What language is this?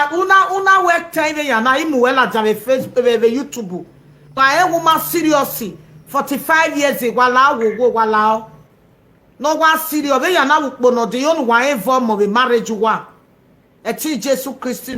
Nigerian Pidgin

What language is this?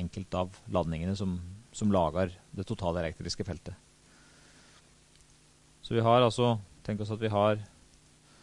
Norwegian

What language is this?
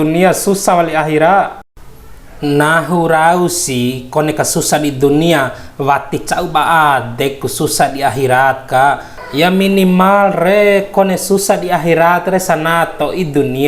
Bima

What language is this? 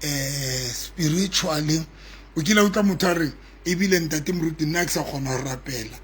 Southern Sotho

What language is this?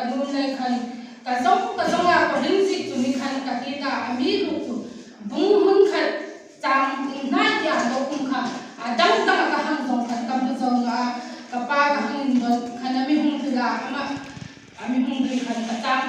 Hmar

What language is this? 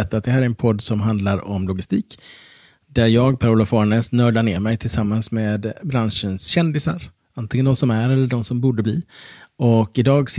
Swedish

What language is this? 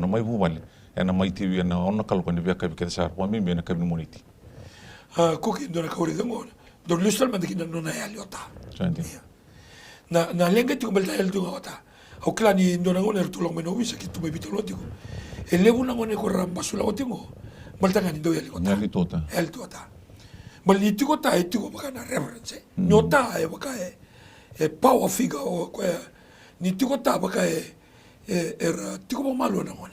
Fijian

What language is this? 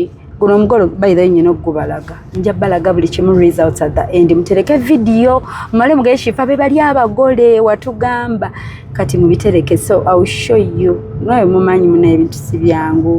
Ganda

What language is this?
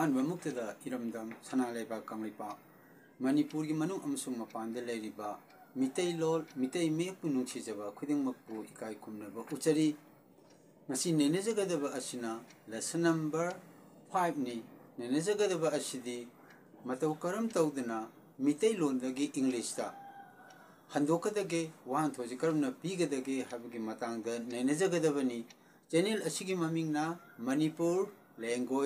Manipuri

